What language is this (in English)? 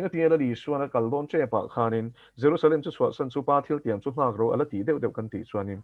Mizo